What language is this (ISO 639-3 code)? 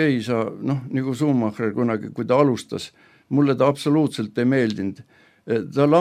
est